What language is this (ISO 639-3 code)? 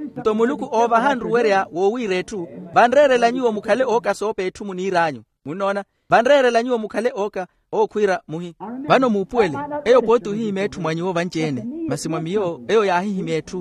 vmw